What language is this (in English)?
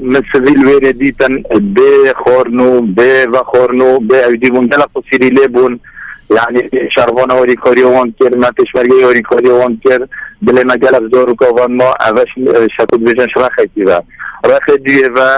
Kurdish